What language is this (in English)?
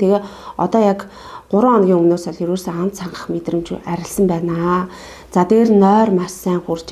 Mongolian